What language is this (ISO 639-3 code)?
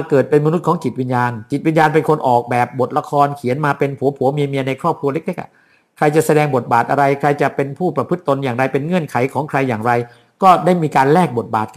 tha